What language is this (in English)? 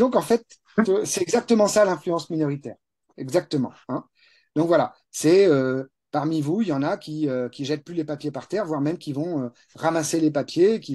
French